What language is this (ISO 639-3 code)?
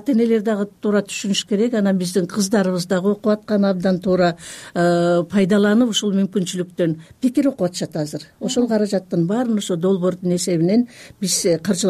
kir